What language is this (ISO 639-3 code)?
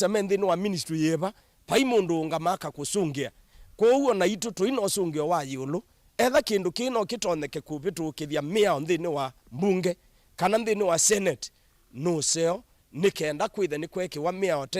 kam